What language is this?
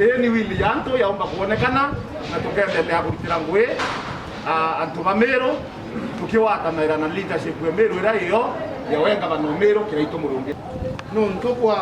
Meru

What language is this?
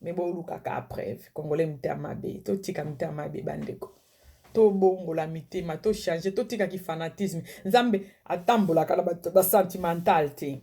Lingala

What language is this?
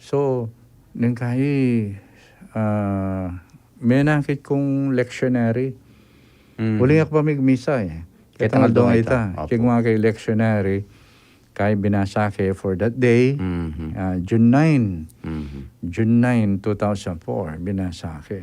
Pampanga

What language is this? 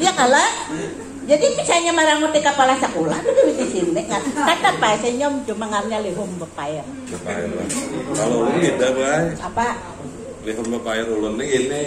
Banjar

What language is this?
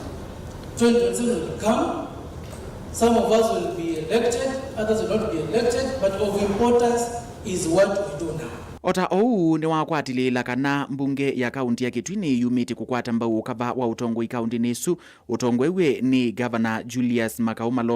Kamba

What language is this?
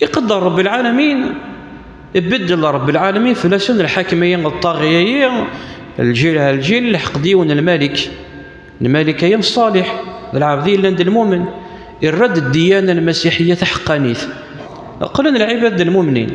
Kabyle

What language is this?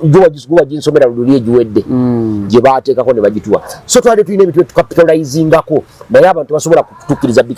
Ganda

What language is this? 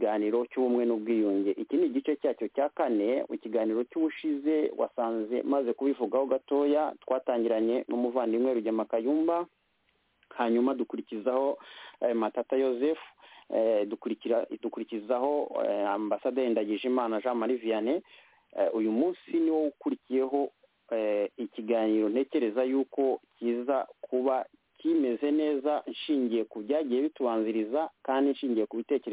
Kinyarwanda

